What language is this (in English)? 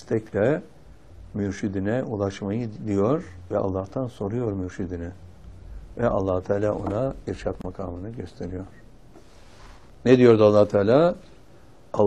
Turkish